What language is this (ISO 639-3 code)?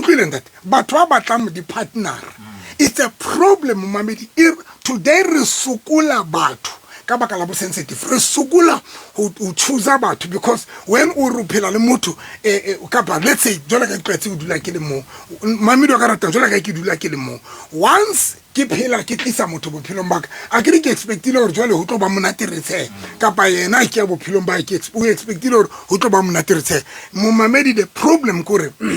sot